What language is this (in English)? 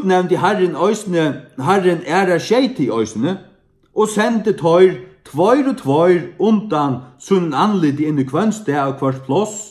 Faroese